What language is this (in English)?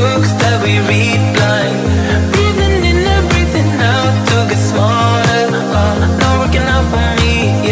English